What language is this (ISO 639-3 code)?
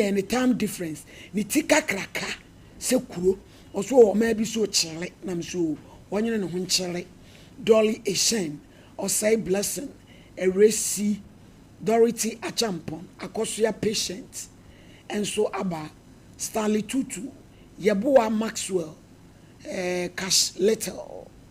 aka